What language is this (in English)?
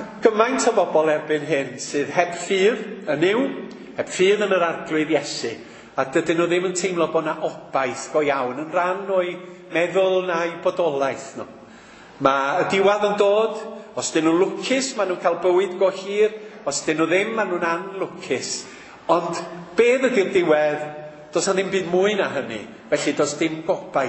Welsh